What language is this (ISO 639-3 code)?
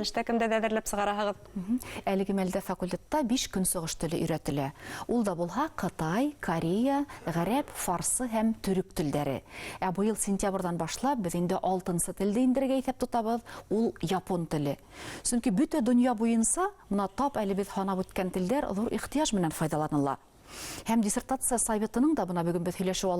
bak